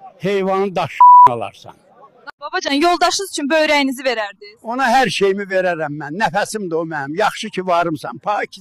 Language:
Azerbaijani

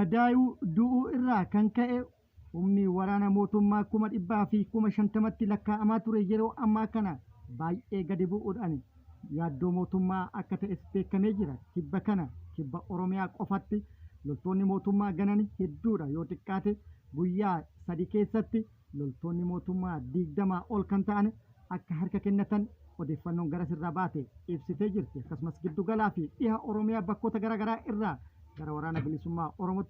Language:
Oromo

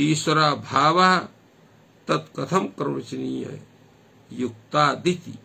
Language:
Sanskrit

